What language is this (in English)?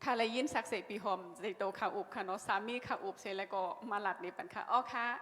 Shan